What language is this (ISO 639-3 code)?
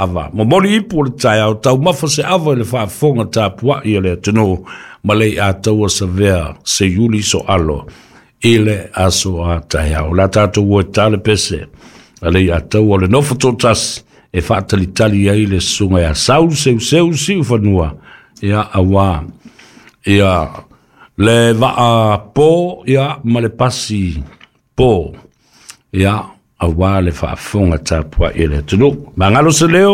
smo